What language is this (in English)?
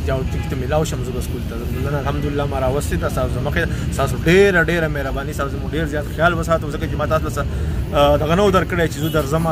Pashto